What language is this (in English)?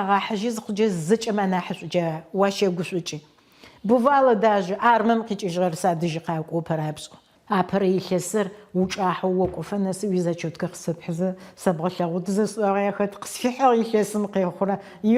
Adyghe